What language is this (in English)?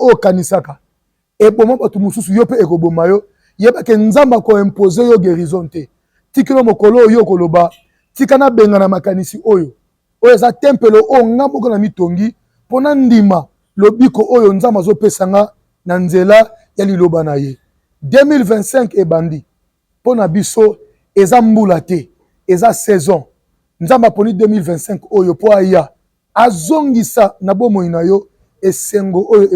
Lingala